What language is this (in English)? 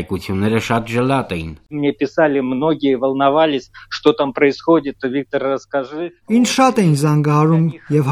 Armenian